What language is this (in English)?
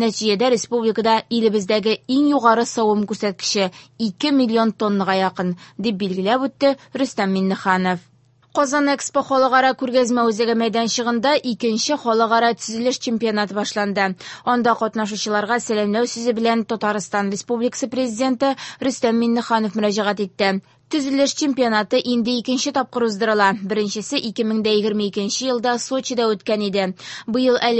Tatar